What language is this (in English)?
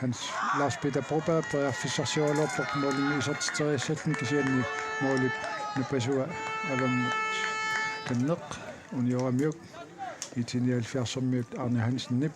Kalaallisut